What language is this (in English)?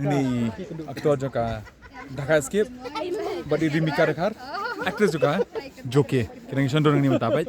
Khasi